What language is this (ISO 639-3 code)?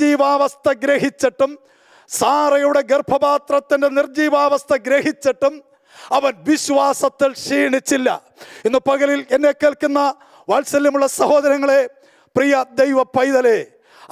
mal